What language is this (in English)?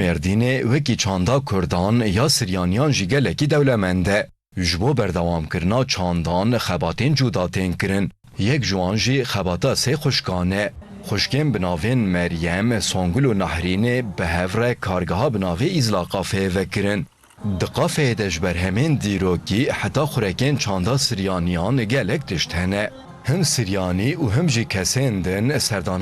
Kurdish